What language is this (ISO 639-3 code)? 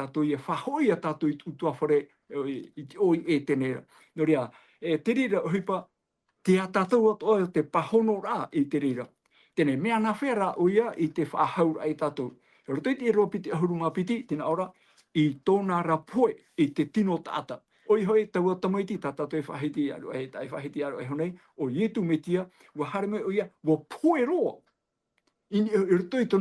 tah